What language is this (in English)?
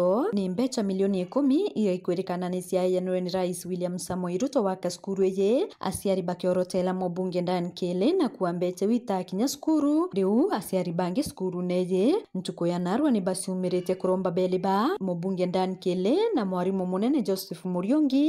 Meru